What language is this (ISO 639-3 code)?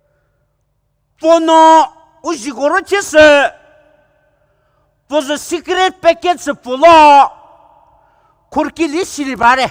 pmx